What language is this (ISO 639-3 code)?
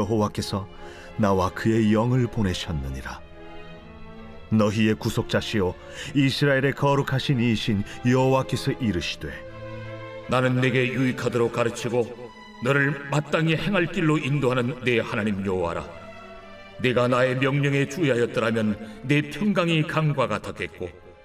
kor